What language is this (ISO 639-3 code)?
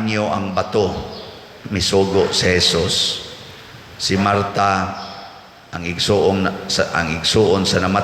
ceb